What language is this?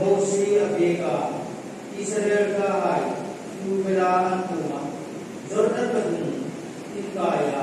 Hmar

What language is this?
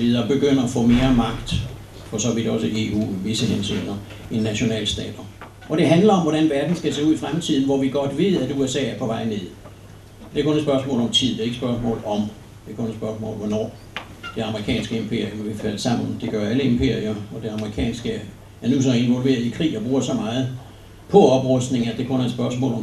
Danish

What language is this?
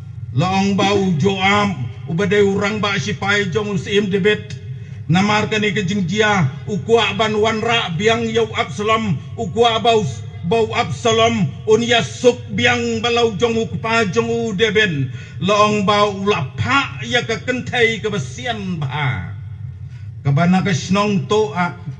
Khasi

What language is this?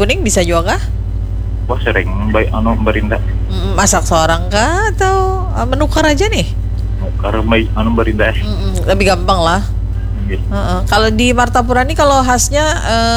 Banjar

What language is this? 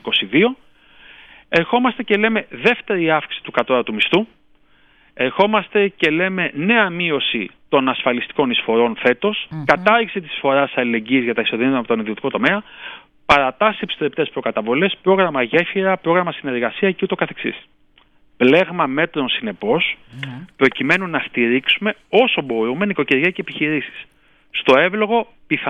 Greek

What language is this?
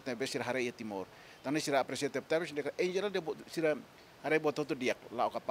Tetum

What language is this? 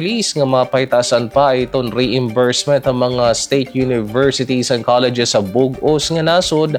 Waray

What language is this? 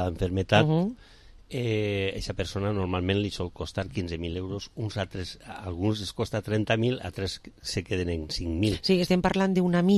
Catalan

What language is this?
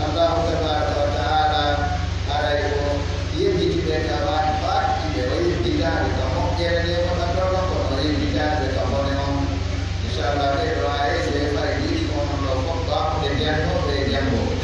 Pular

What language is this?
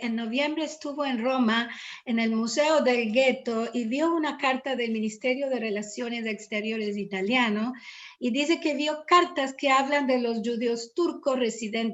Ladino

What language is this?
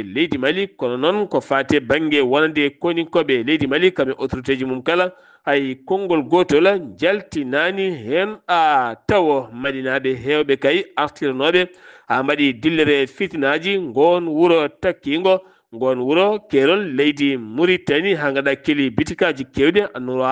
Fula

